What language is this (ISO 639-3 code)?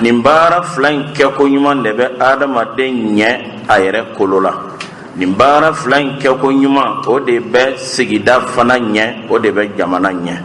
bam